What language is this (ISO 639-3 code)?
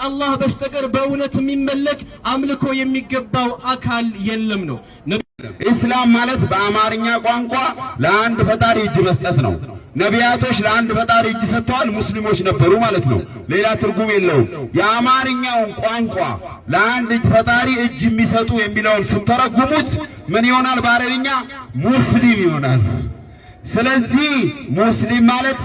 amh